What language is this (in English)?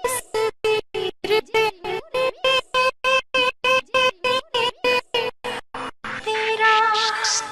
Hindi